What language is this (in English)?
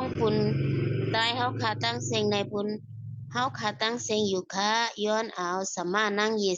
Shan